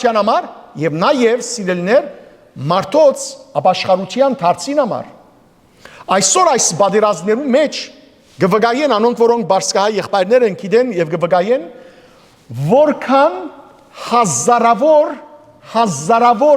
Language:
Western Armenian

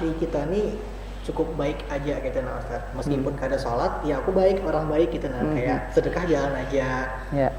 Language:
Banjar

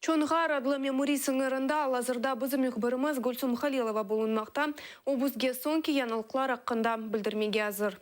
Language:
Crimean Tatar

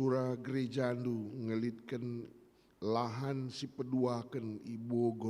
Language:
Batak Karo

